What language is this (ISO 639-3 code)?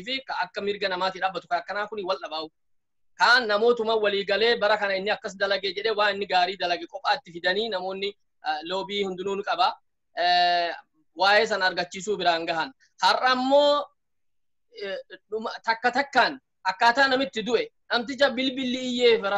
orm